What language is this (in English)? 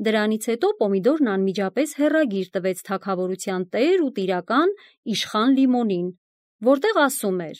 Armenian